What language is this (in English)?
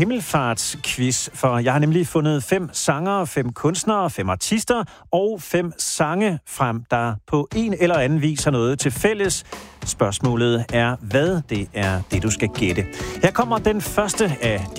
Danish